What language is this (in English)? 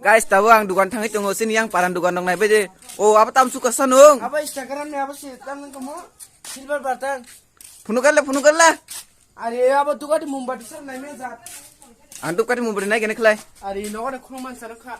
Kok Borok